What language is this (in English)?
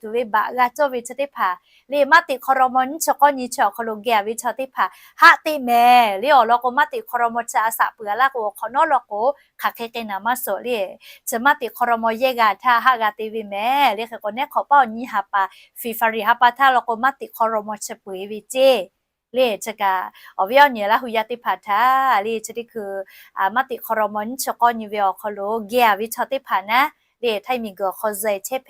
Lahu